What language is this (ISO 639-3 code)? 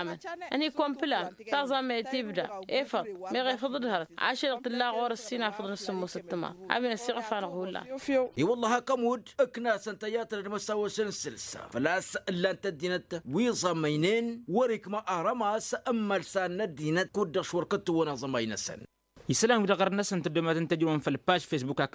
taq